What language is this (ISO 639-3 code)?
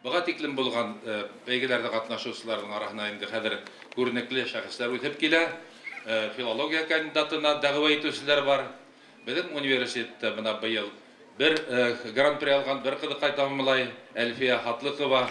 bak